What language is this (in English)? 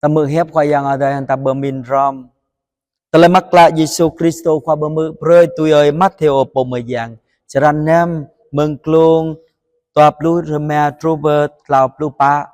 Jarai